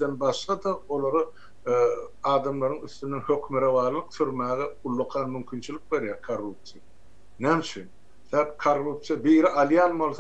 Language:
Turkmen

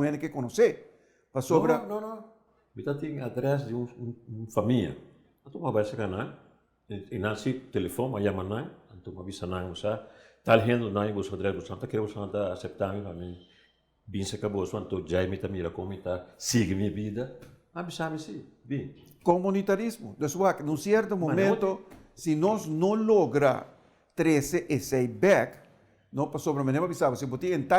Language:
Papiamento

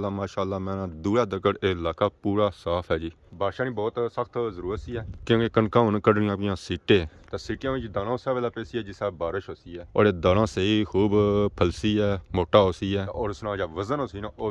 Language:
Pahari-Potwari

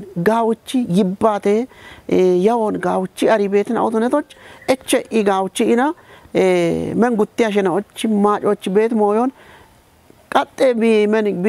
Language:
Kafa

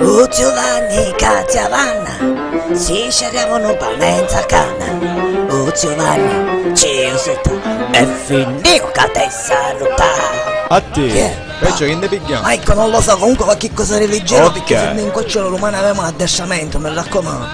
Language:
Sicilian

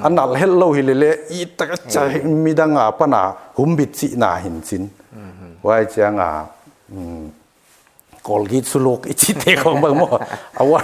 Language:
Paite Chin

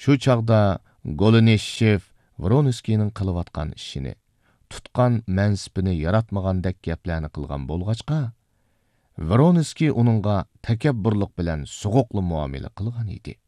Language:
Uyghur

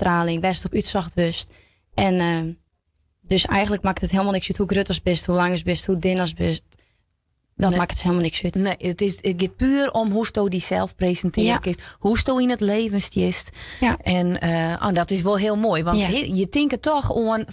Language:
Western Frisian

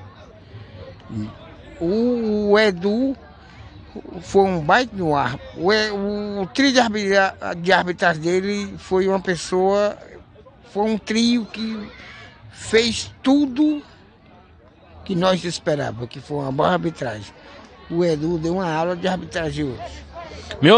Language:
Portuguese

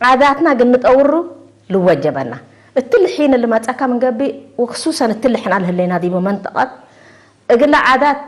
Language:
Tigre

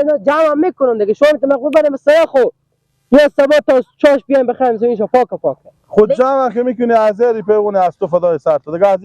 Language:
Persian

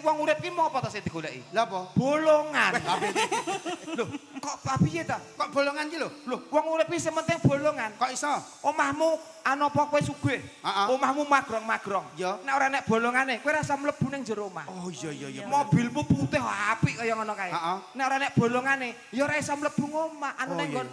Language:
Javanese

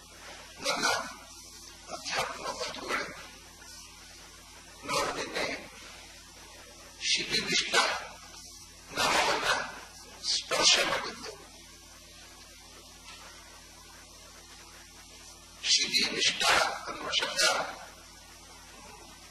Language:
Kannada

